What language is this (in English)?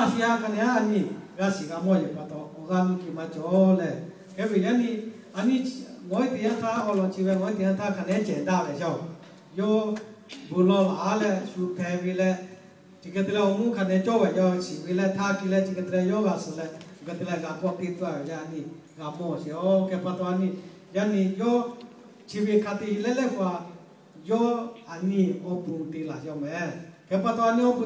Lahu